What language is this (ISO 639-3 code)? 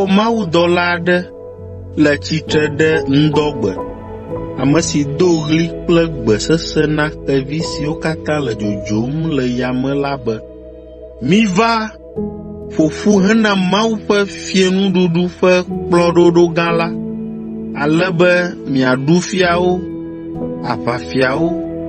ewe